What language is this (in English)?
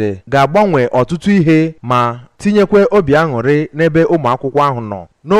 Igbo